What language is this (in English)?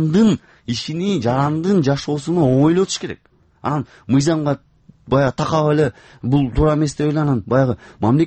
Kyrgyz